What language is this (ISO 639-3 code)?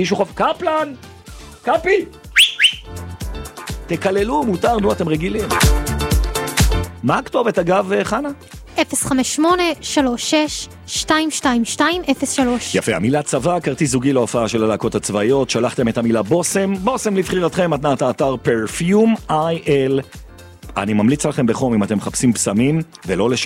heb